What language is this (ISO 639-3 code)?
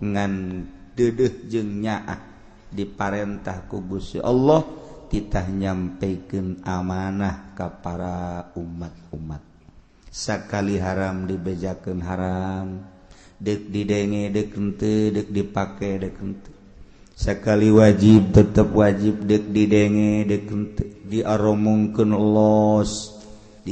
sun